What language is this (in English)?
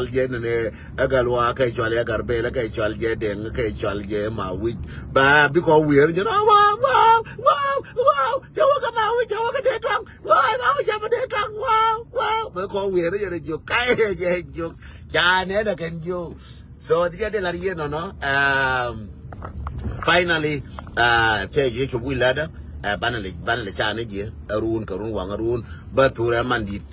Nuer